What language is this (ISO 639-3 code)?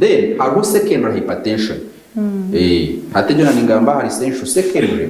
nyn